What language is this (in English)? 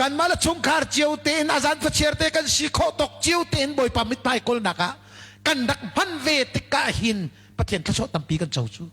Hakha Chin